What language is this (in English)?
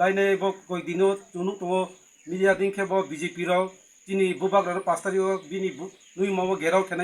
Riang (India)